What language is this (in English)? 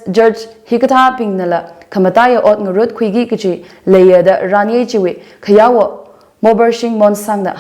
Tangkhul Naga (India)